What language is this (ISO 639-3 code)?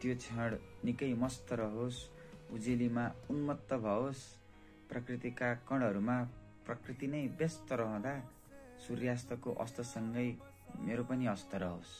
nep